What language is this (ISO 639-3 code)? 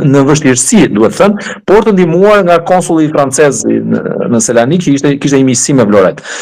sqi